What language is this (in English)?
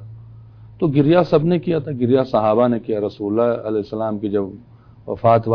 Urdu